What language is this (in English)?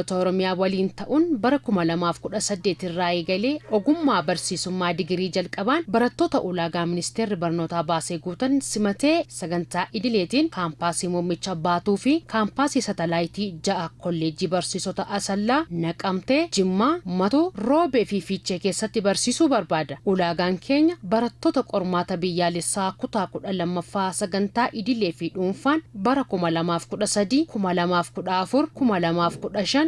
Oromo